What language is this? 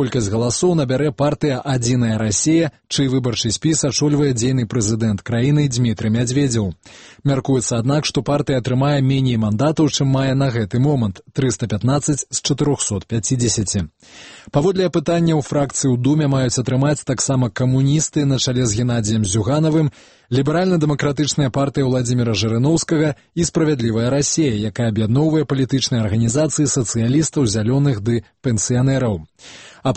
Belarusian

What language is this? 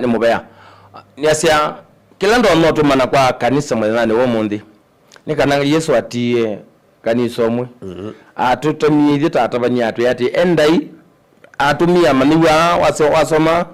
Kamba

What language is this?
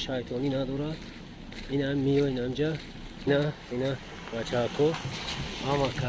Tajik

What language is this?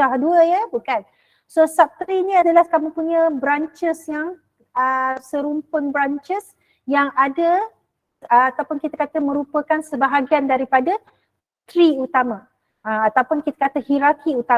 Malay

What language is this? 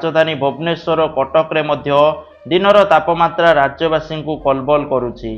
Odia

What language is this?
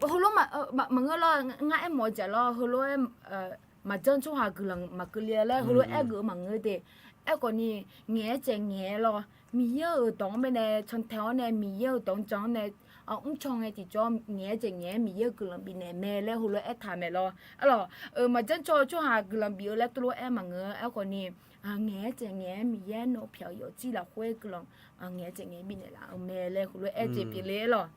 Akha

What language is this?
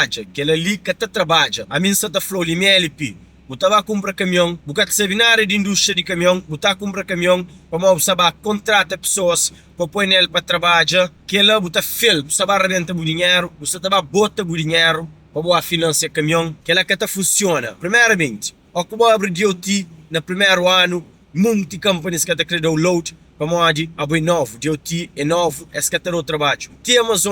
Kabuverdianu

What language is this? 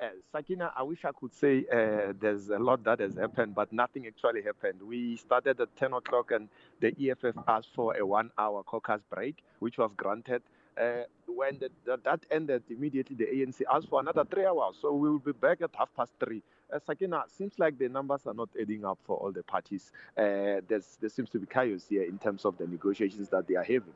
English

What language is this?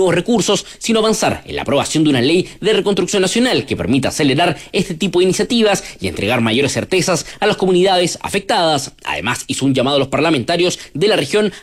Spanish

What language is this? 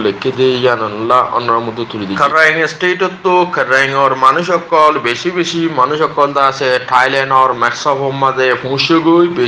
Rohingya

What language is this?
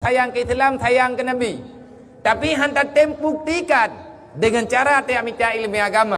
Achinese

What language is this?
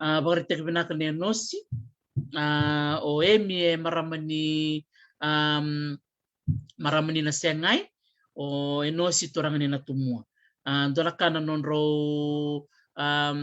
Fijian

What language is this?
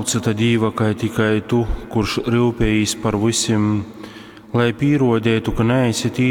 Latgalian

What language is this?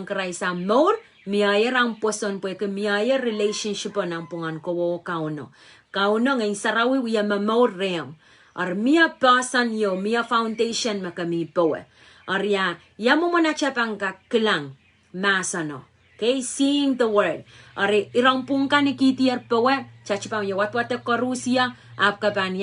Pohnpeian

